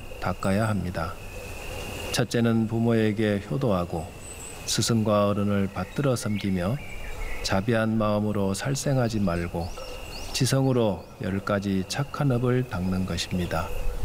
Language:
Korean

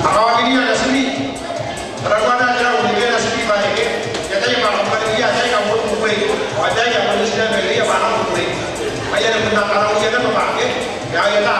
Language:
Gilbertese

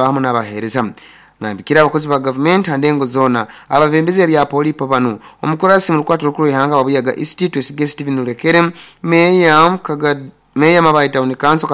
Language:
Nyoro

